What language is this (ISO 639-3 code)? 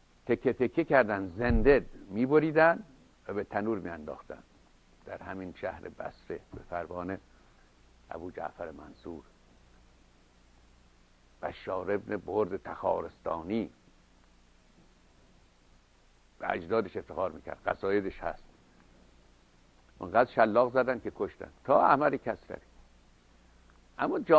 fas